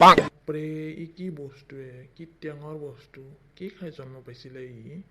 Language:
Assamese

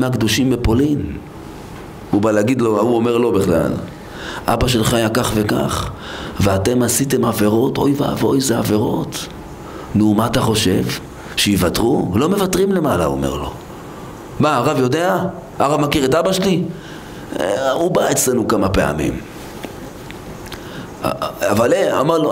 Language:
Hebrew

